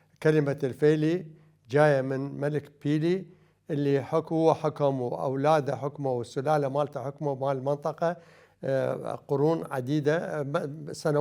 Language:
Mesopotamian Arabic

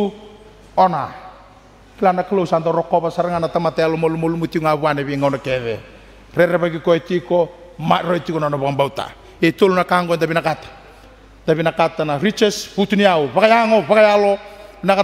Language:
Fijian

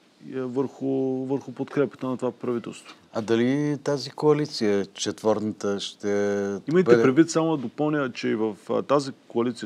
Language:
Bulgarian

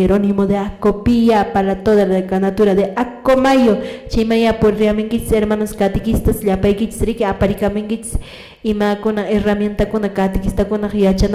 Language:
Quechua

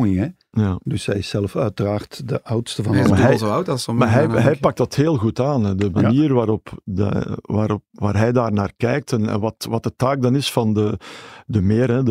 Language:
Dutch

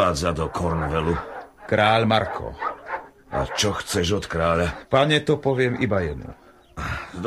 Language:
Slovak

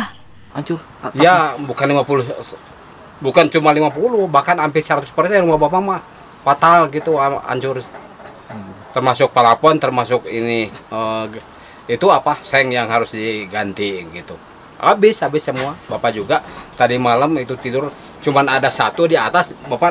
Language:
Indonesian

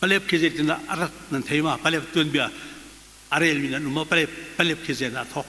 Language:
Hakha Chin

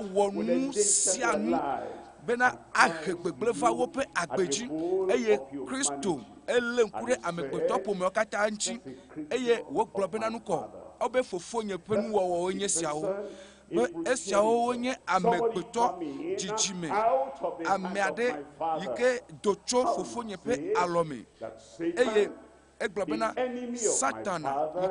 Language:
Ewe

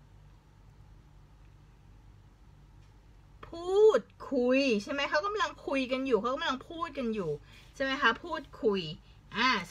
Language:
Thai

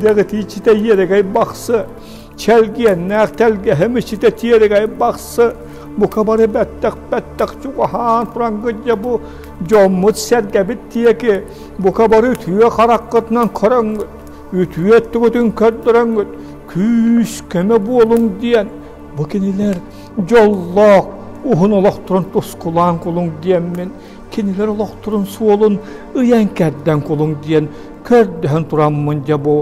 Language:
Yakut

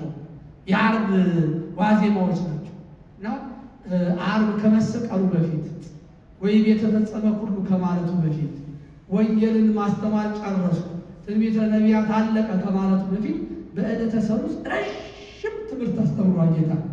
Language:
Amharic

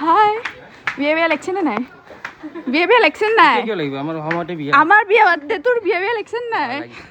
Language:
Assamese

